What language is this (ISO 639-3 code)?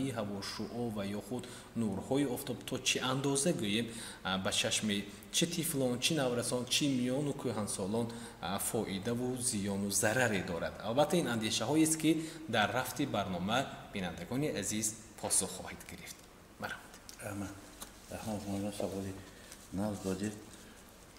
tgk